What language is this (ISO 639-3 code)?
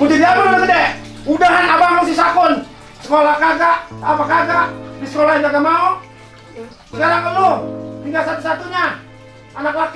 bew